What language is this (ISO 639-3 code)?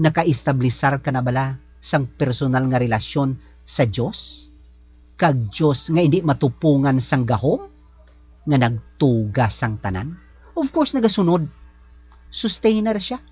hil